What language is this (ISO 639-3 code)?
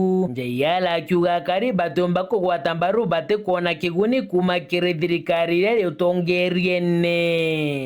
mer